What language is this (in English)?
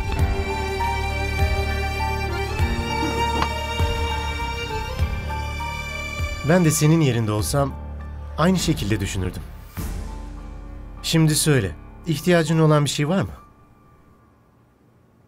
Turkish